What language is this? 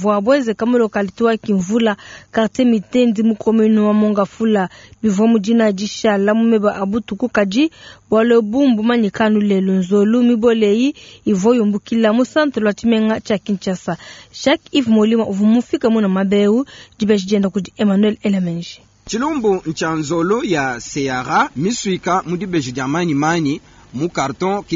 Luba-Lulua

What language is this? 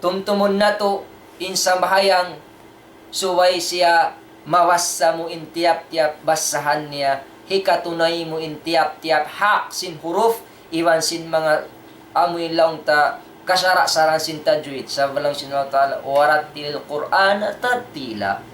Tausug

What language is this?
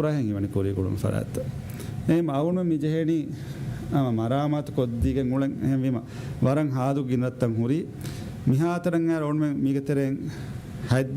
Divehi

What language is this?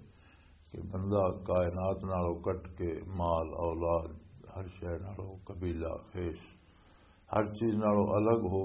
Western Panjabi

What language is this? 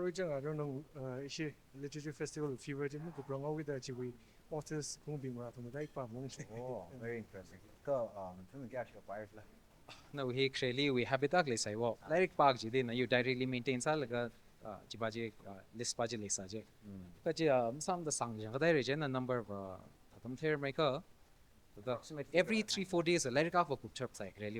Tangkhul Naga (India)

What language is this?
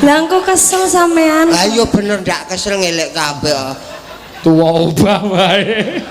Javanese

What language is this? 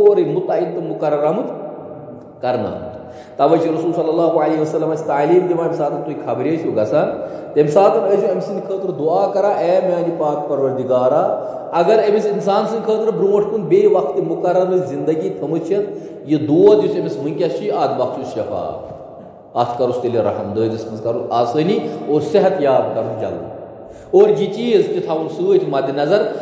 Kashmiri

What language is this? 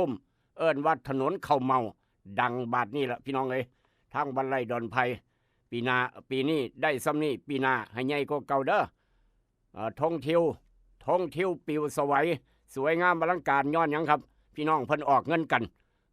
Northeastern Thai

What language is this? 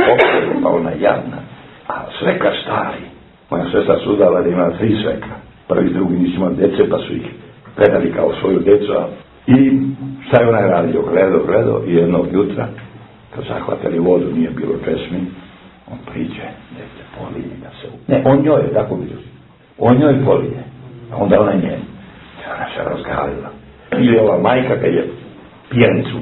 Serbian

